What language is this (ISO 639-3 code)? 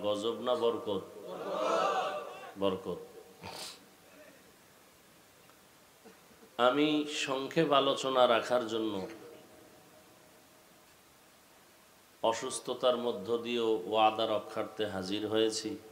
ben